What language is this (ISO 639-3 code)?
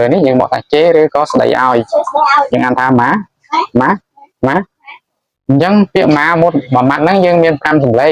khm